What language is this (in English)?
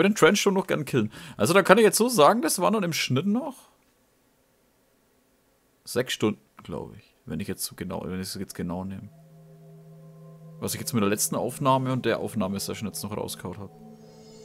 German